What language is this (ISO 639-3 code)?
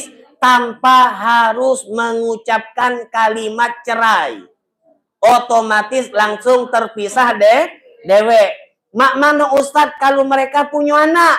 mui